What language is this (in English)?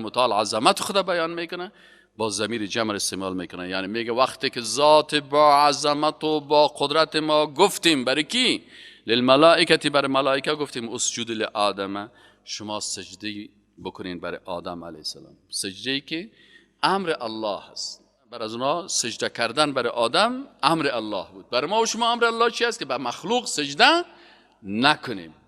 Persian